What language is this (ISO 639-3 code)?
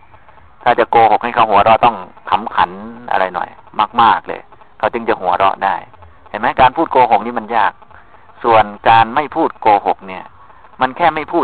tha